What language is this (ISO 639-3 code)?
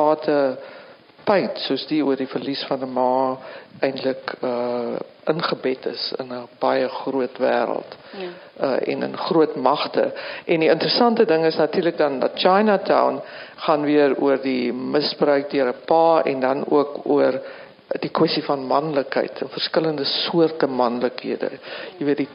afr